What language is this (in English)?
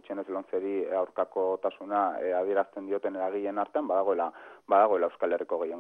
Basque